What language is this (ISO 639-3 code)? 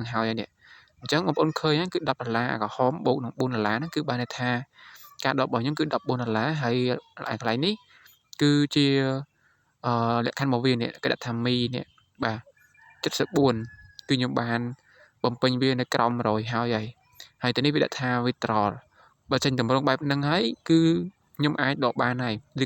khm